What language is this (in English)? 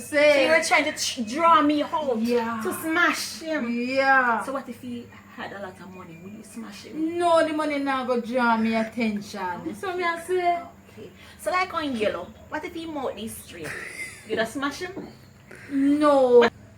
Jamaican Creole English